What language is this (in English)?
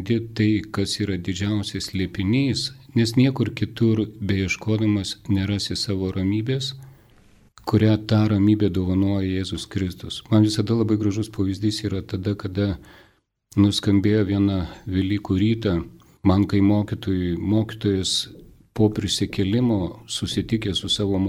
Lithuanian